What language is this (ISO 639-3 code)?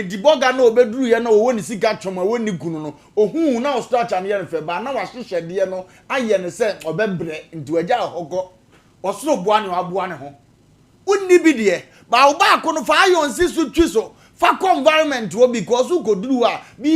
aka